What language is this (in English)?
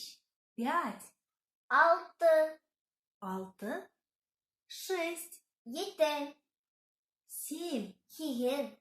Bashkir